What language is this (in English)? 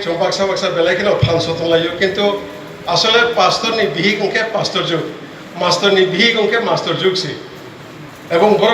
Kok Borok